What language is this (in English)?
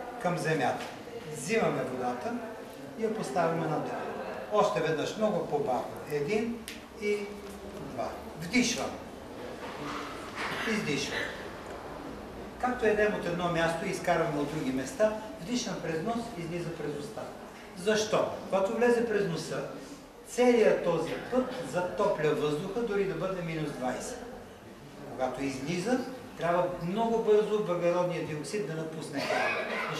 Bulgarian